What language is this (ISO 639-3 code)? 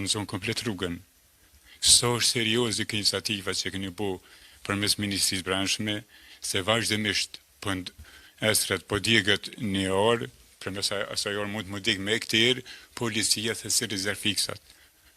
sqi